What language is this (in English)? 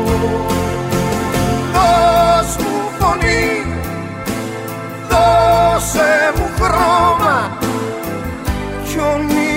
Greek